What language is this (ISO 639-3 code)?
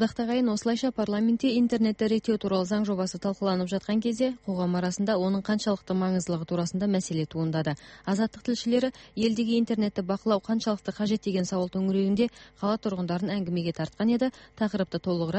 kaz